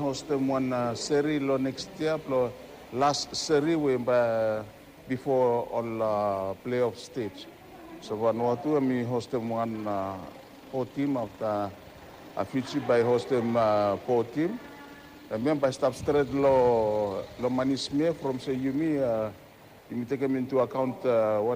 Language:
Bislama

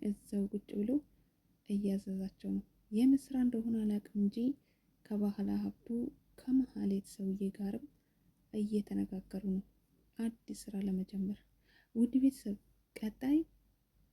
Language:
Amharic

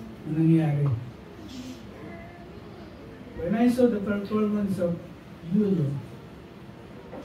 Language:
Filipino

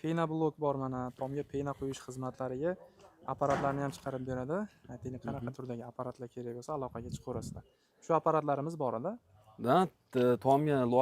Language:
Uzbek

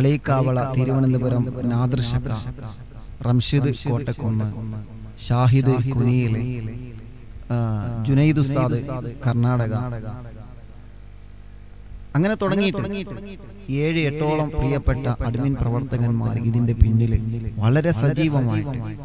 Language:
Malayalam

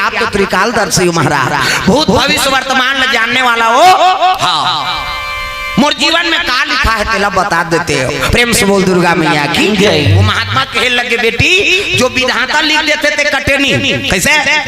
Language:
Chhattisgarhi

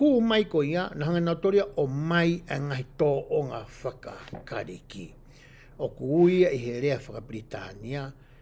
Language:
Tongan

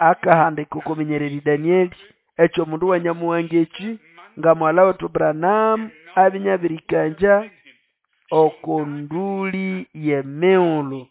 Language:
Nande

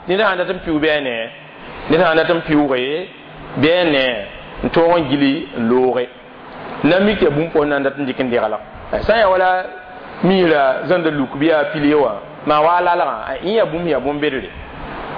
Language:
Mossi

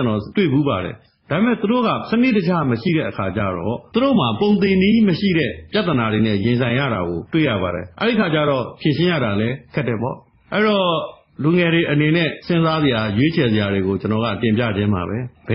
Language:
Burmese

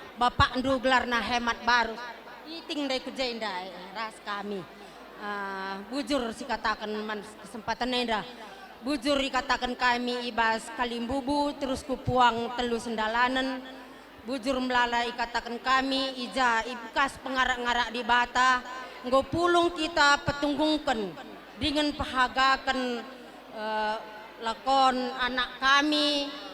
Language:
Batak Karo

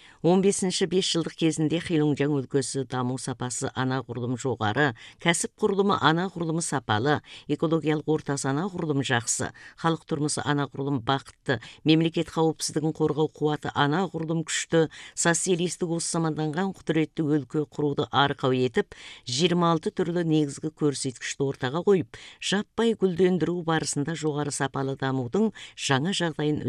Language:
Kazakh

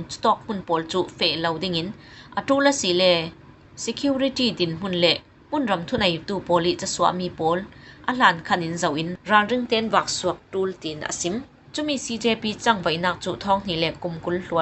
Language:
Falam Chin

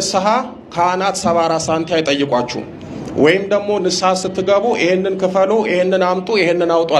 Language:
Amharic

